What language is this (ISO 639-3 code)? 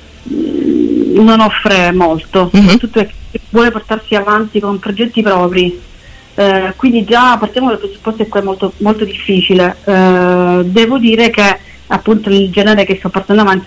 ita